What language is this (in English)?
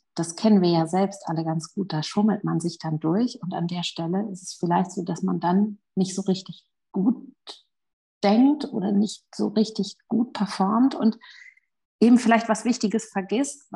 German